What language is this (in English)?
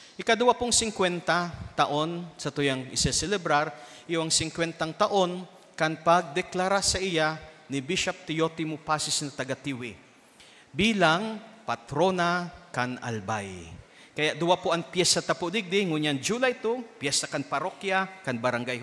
Bikol